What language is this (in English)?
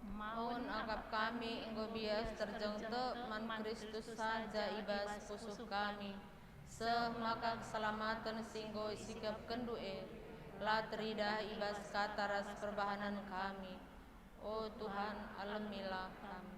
Batak Karo